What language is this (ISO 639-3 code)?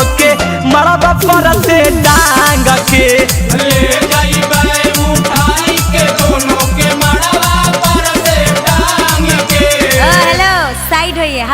mag